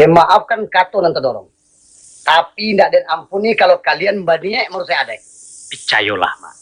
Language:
Minangkabau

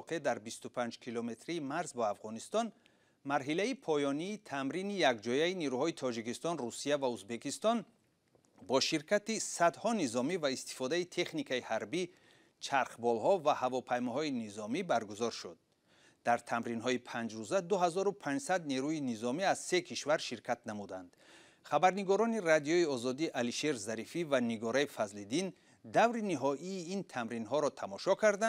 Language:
Tajik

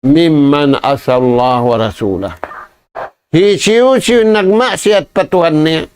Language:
Tausug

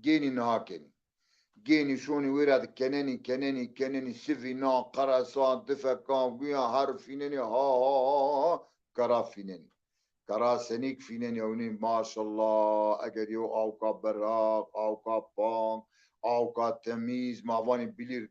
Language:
Zaza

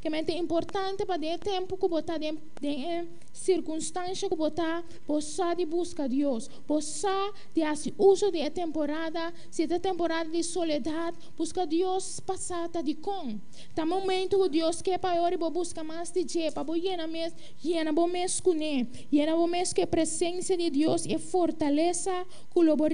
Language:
Papiamento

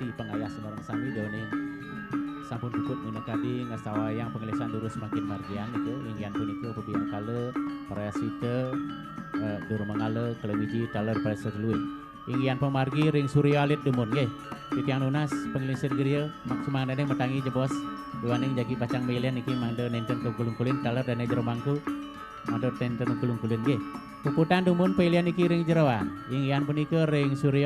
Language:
Balinese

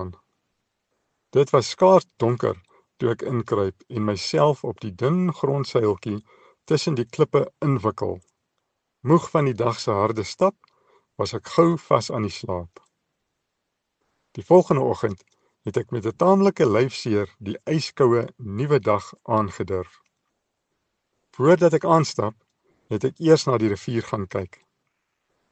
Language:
Afrikaans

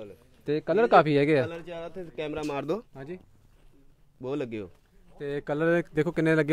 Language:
Punjabi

